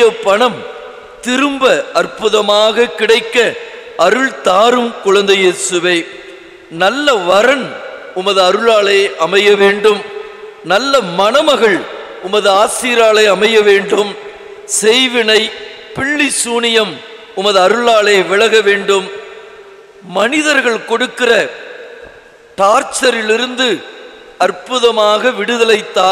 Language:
Tamil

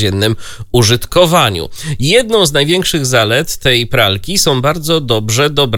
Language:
Polish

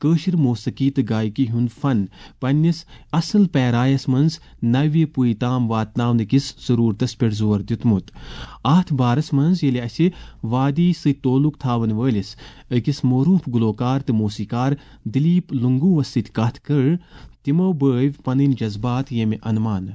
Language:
Kashmiri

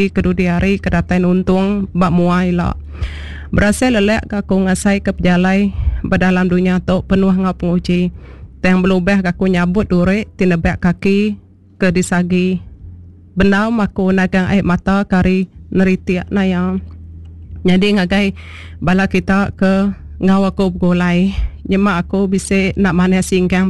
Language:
Iban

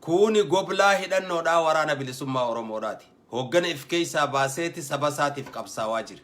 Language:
Oromo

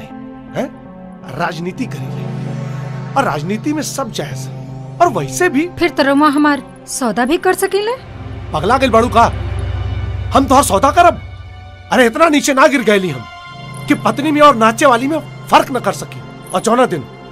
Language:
Bhojpuri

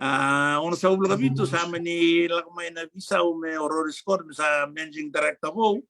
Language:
Fijian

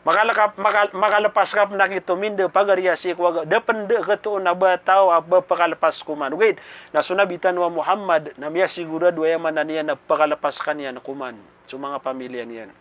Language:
Maranao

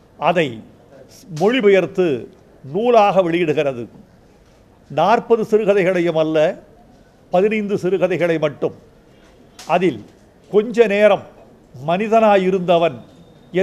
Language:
Tamil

